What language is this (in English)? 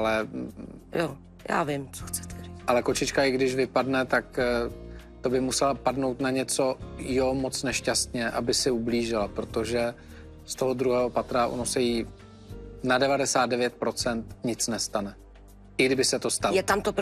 Czech